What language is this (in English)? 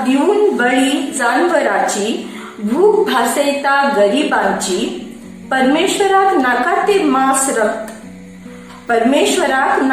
Konkani